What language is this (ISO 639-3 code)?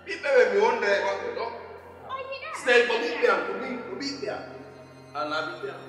fuf